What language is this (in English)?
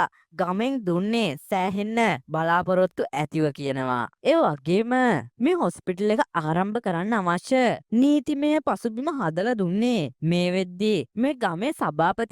Sinhala